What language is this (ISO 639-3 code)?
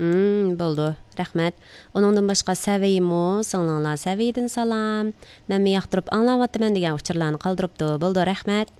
uig